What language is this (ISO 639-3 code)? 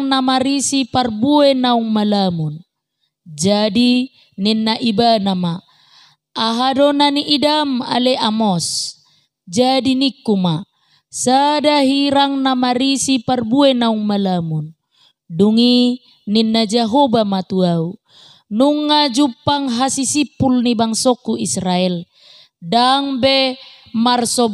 bbc